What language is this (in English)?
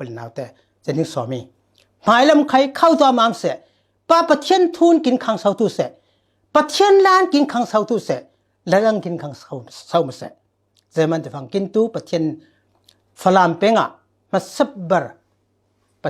Falam Chin